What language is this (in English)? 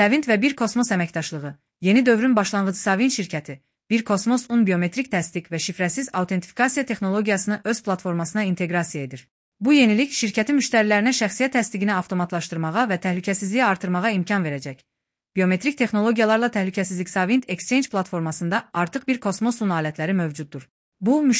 Azerbaijani